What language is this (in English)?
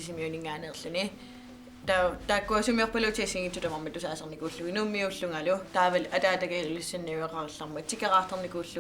Kalaallisut